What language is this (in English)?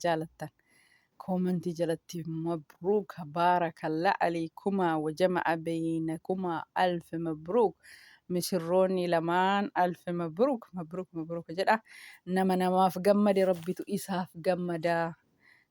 Oromo